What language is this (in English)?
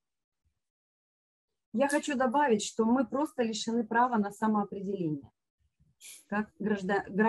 Russian